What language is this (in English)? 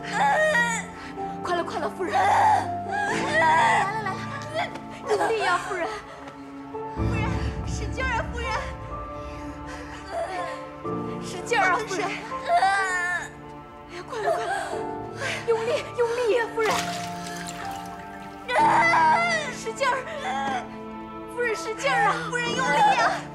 Chinese